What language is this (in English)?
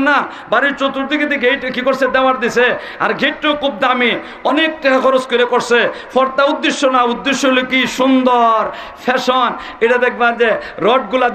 Sylheti